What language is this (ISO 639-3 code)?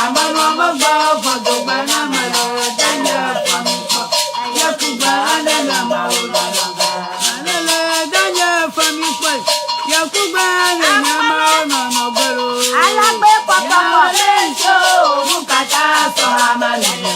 ewe